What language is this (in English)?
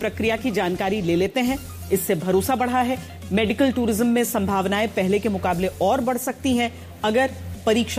Hindi